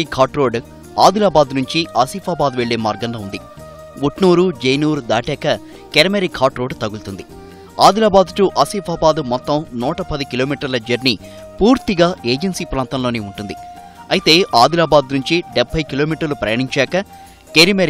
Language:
Telugu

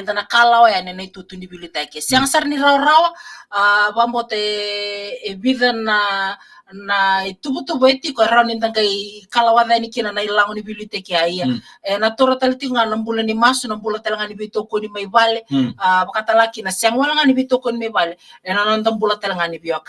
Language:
Fijian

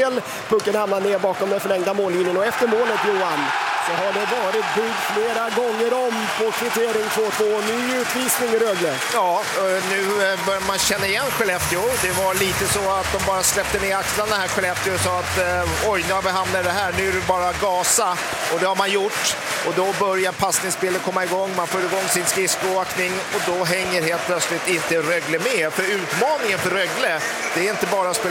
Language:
Swedish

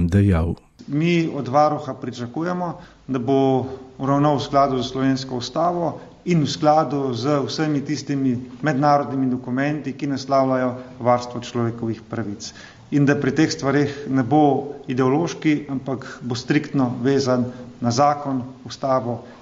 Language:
Slovenian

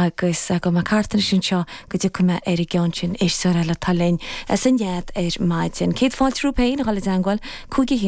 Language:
Irish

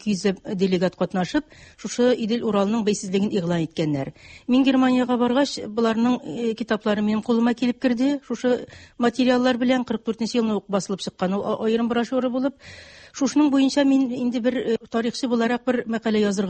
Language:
Tatar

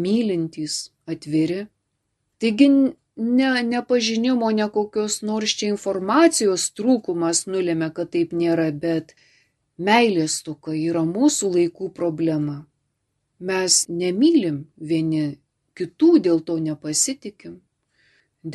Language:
Lithuanian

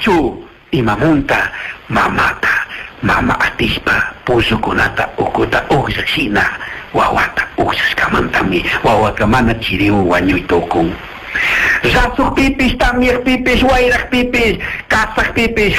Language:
Chimborazo Highland Quichua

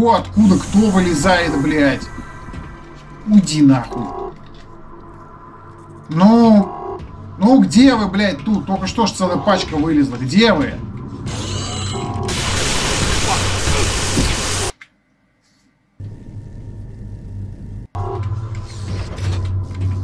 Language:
Russian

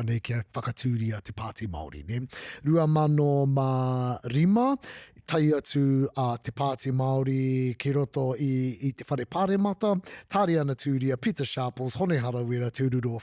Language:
Māori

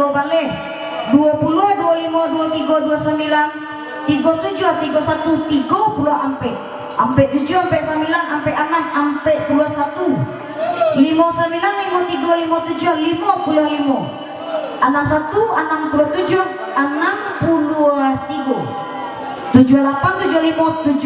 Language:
Minangkabau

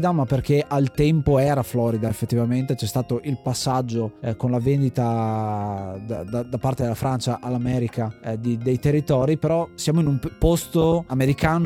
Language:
Italian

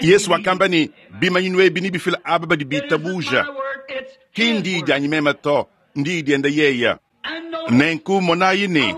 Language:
Luba-Lulua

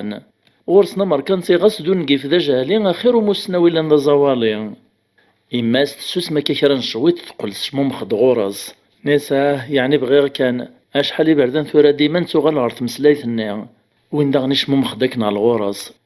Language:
Kabyle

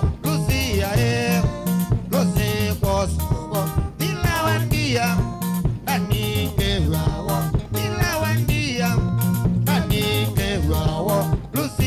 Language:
Kamba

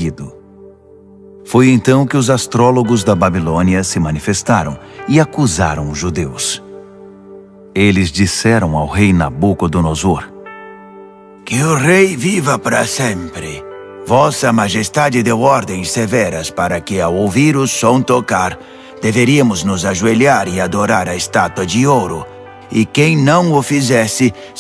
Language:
Portuguese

